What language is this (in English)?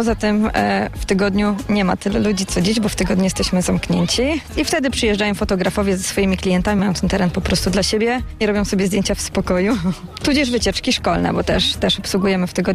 Polish